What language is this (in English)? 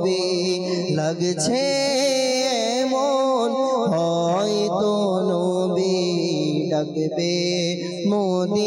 Bangla